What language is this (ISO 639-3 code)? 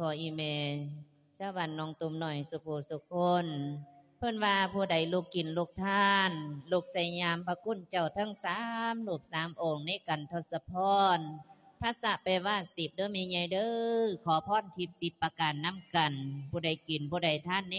lao